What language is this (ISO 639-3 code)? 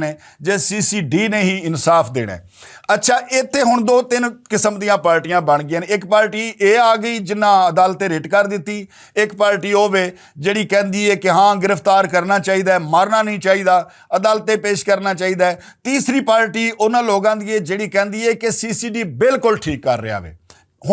lah